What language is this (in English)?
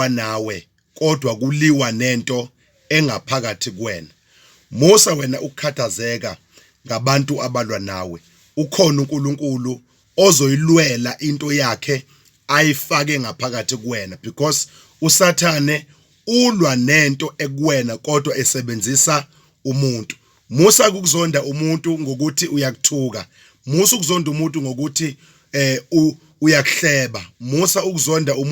Zulu